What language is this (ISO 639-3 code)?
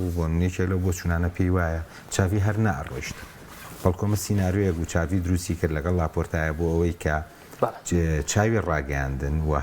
ckb